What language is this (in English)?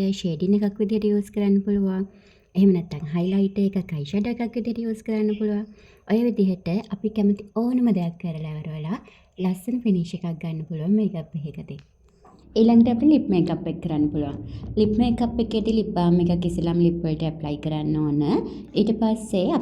Sinhala